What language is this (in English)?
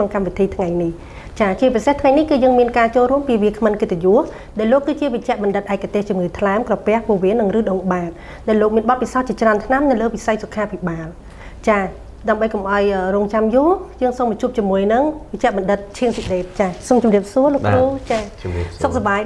Khmer